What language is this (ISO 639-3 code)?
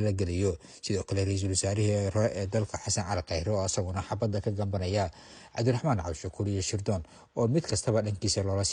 som